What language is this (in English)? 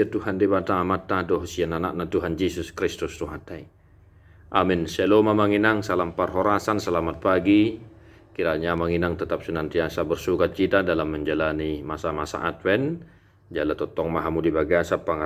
Batak Toba